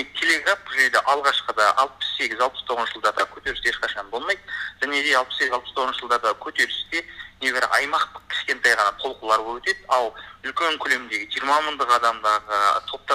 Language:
Kazakh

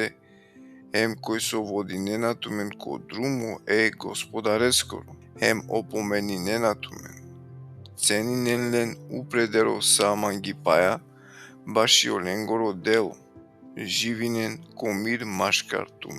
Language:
Balkan Romani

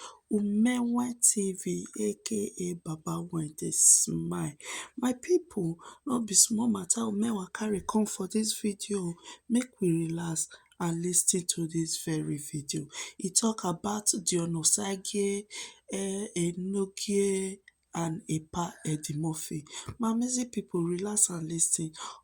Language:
Nigerian Pidgin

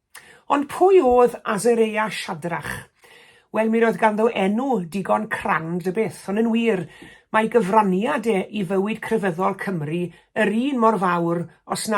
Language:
Welsh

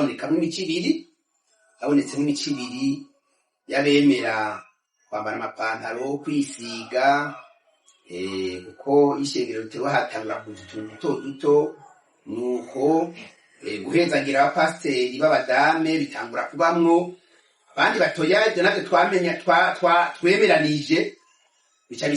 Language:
Rundi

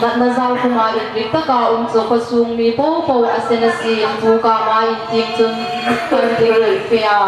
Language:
Hmar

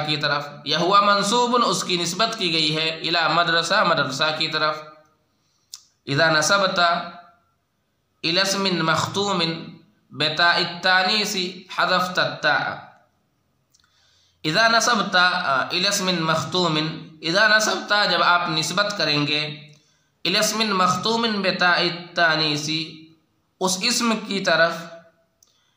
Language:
Urdu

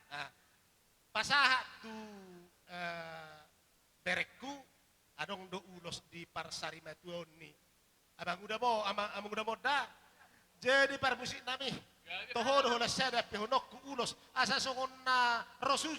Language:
Batak Toba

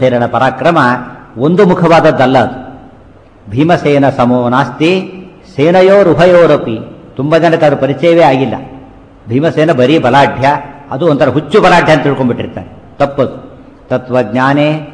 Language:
Kannada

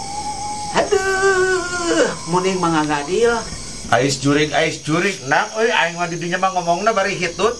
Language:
Sundanese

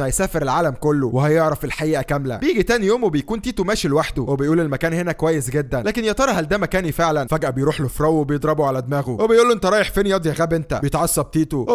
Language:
Egyptian Arabic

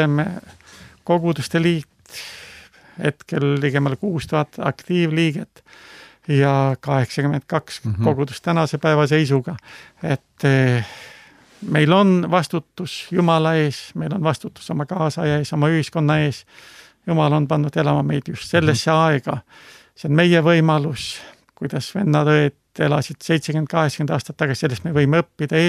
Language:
Estonian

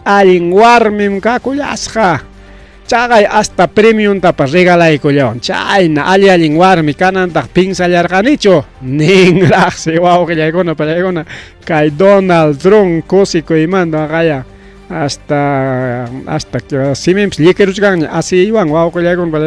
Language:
Ayacucho Quechua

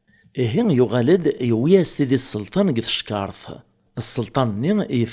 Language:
Kabyle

